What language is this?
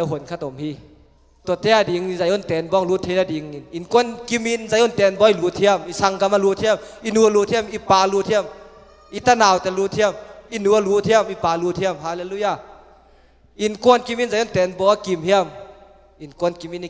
Tedim Chin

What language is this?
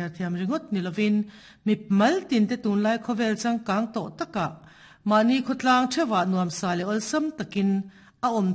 Mizo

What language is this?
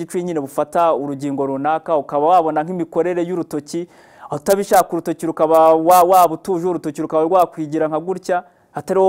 Kinyarwanda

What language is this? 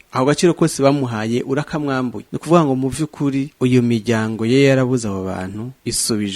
Rundi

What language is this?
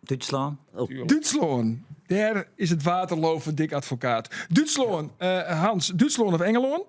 Western Frisian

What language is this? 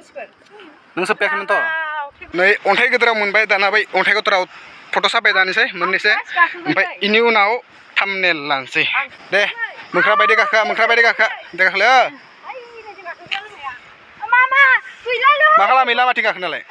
Bodo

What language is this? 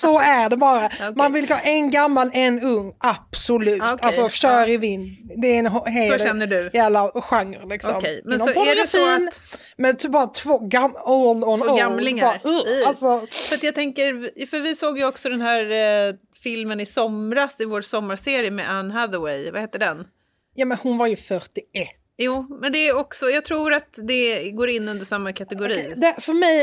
Swedish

